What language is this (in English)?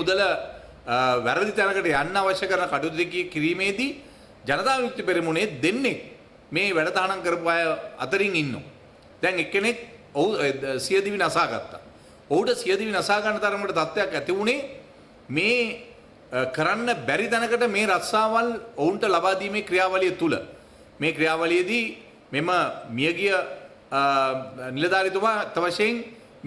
Sinhala